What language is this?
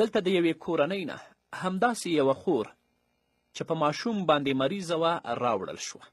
Pashto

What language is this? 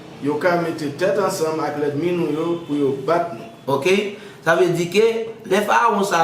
Haitian Creole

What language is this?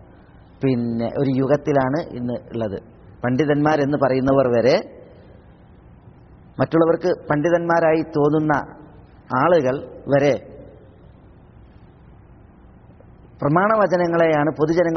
Malayalam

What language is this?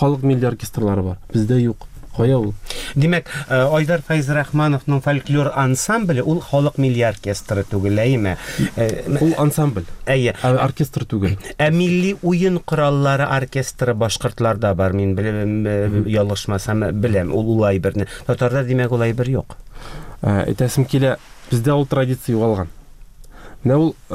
Tatar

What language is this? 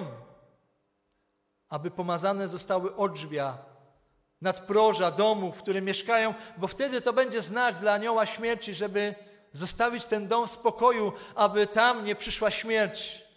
Polish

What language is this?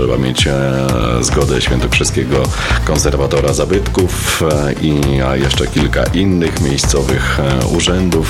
Polish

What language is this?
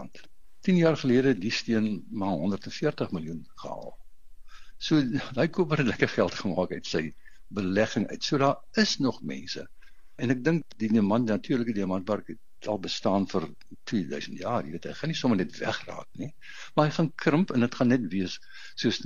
Afrikaans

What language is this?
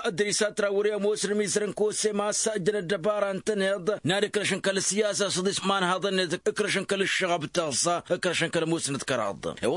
Tamasheq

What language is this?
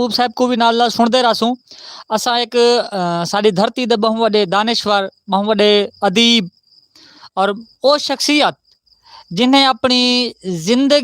Saraiki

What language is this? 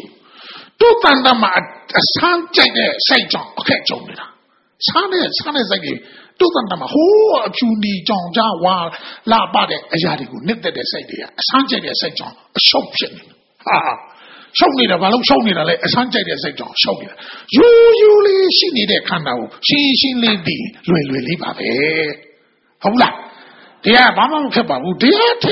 Burmese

